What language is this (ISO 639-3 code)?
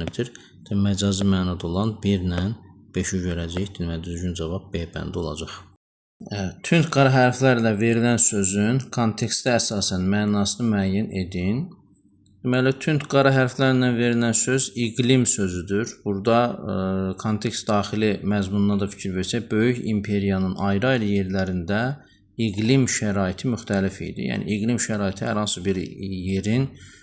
aze